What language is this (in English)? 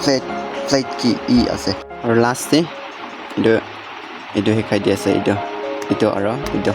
Naga Pidgin